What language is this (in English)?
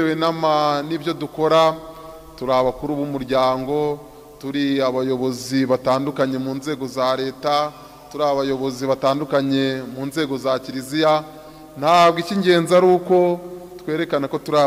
Kinyarwanda